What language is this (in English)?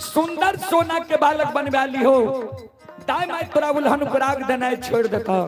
Maithili